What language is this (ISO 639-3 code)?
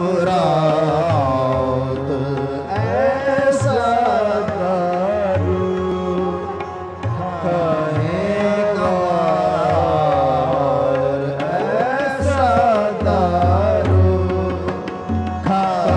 pan